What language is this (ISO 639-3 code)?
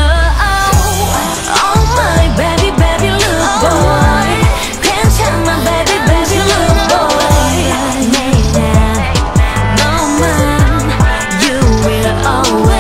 kor